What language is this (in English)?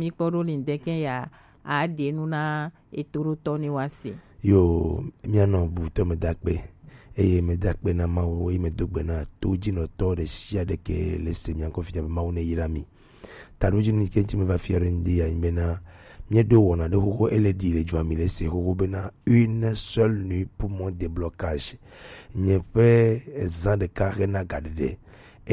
Gen